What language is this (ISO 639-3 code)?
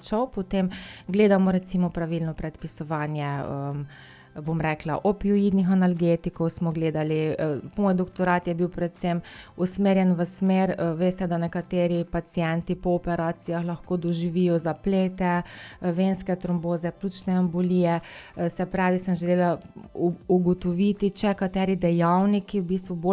slv